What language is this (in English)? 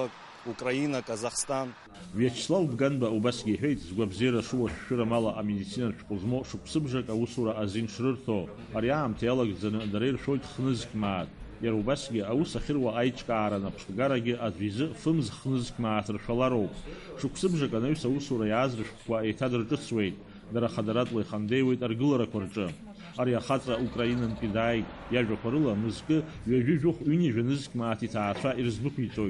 Abkhazian